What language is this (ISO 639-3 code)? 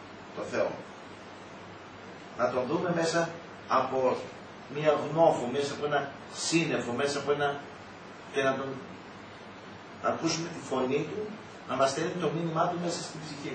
ell